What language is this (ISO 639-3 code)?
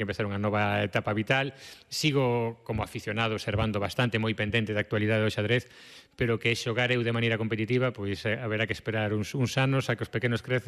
glg